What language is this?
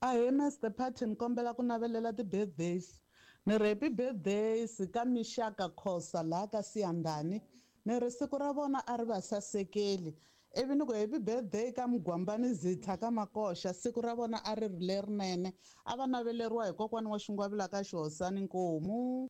Tsonga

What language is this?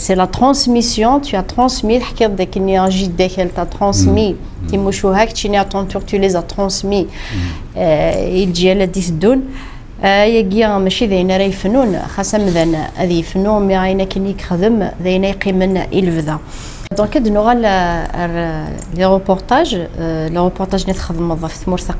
Kabyle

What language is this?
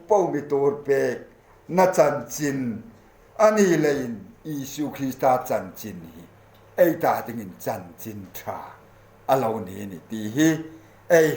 Hmar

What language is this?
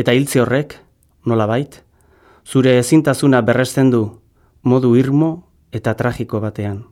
Basque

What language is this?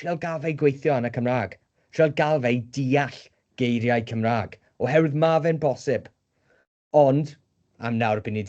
Welsh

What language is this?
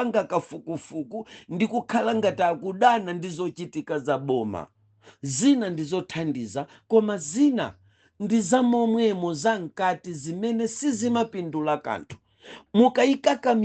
Nyanja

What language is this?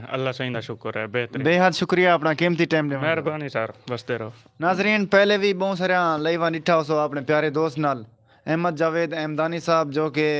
Saraiki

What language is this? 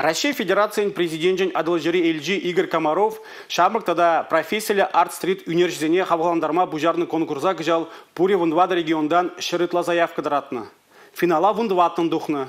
Chuvash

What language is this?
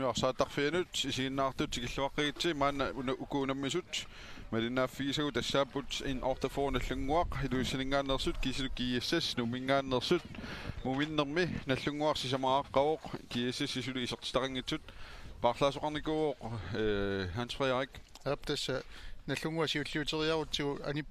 Kalaallisut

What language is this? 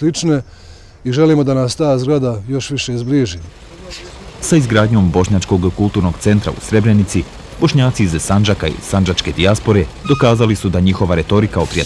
Bosnian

